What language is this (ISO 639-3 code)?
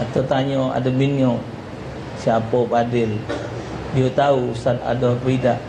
mui